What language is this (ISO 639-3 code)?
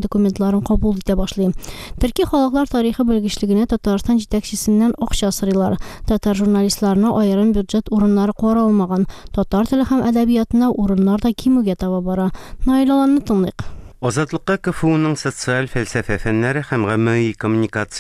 tat